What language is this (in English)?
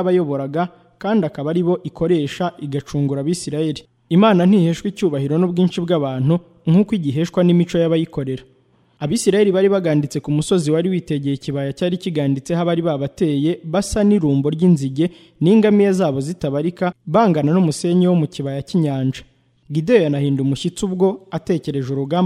Kinyarwanda